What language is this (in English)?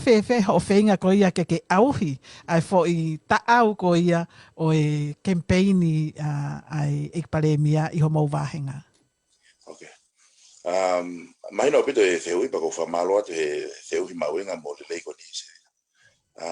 Tongan